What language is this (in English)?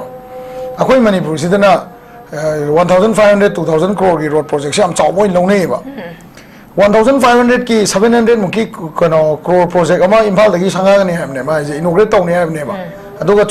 Manipuri